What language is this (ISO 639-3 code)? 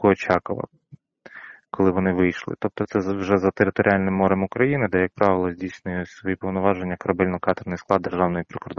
ukr